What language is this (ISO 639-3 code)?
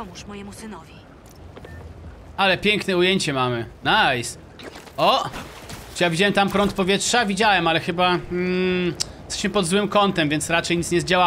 pol